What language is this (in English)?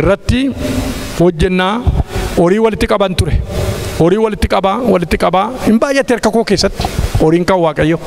Oromo